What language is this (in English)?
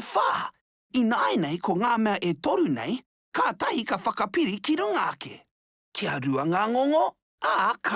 Māori